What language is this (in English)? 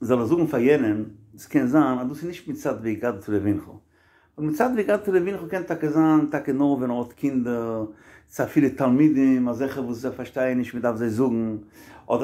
Yiddish